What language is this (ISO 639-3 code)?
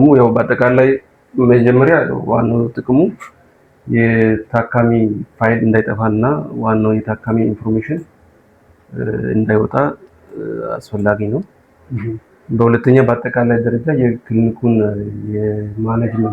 amh